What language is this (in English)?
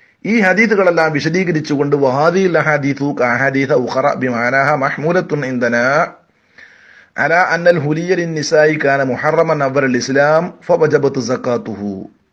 Malayalam